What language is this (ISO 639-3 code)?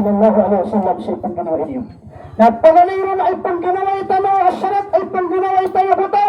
mrw